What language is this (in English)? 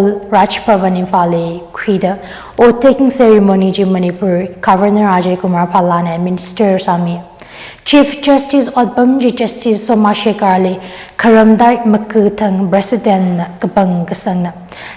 Tangkhul Naga (India)